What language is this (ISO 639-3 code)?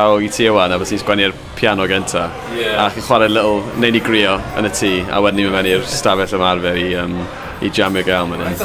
cym